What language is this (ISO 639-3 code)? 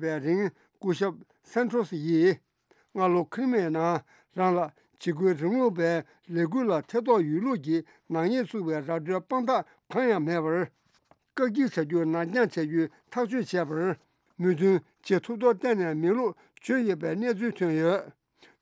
bod